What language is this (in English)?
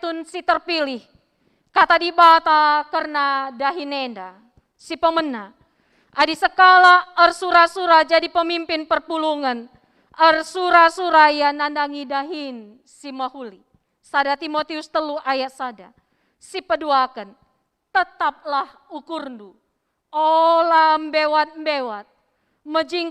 Batak Karo